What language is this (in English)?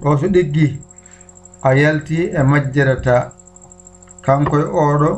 Fula